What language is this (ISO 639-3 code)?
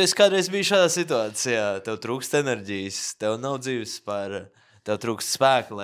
lav